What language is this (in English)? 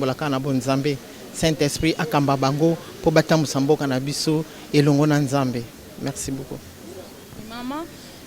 Lingala